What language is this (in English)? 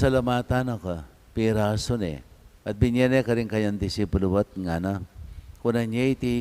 Pampanga